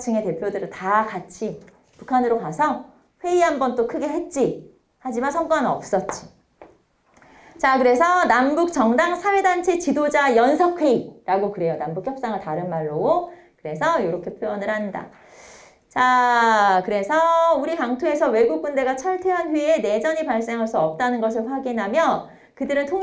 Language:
Korean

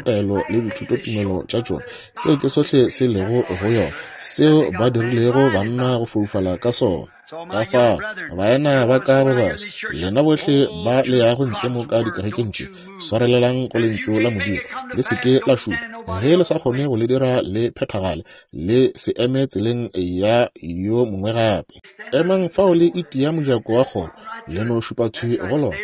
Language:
Northern Sotho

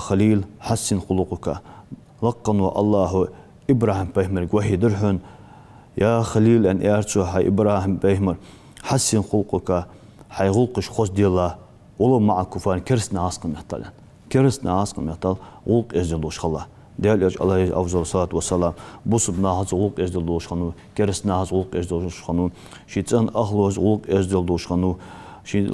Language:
Ingush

